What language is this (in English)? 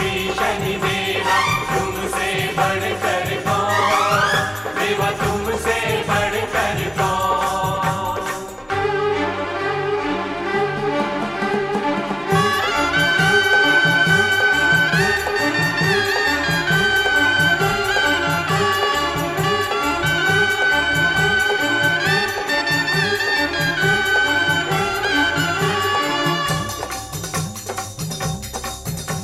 Hindi